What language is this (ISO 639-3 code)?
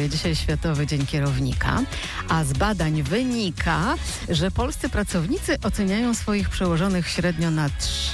pol